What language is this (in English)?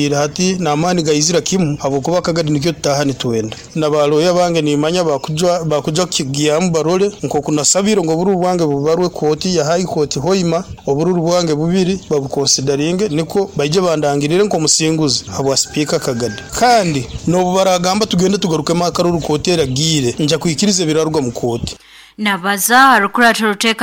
Nyoro